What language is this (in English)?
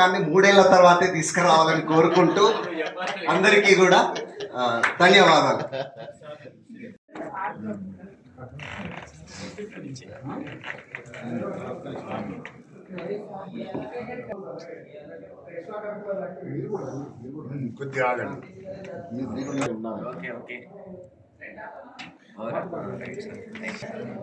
Telugu